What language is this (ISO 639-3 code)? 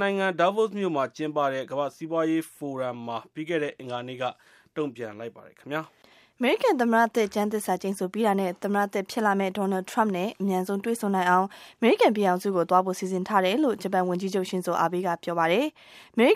mya